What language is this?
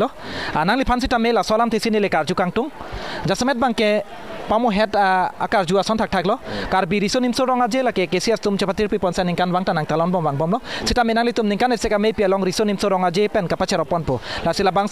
Karbi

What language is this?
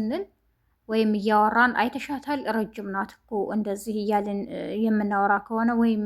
Amharic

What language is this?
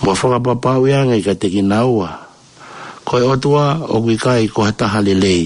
Tongan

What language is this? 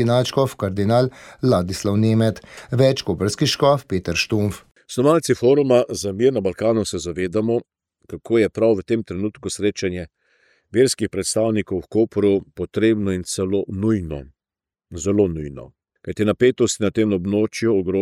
Slovenian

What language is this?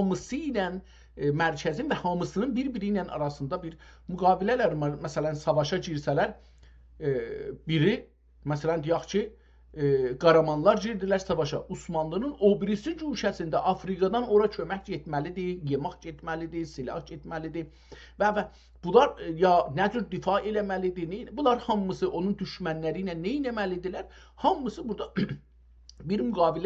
South Azerbaijani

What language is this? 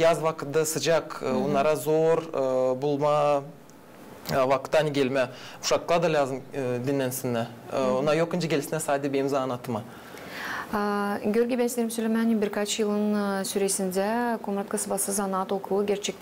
Gagauz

